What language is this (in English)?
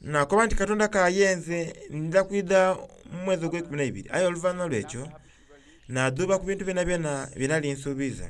Soga